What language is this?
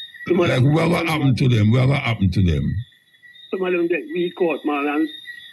Jamaican Creole English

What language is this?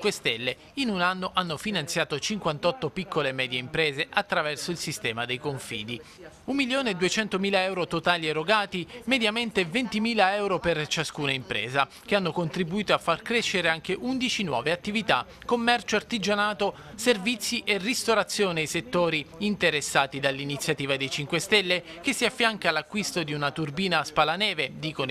Italian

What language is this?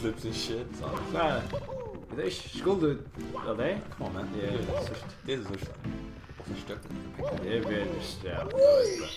Faroese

